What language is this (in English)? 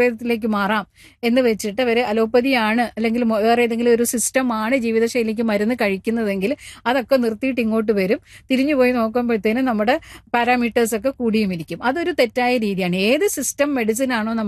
Malayalam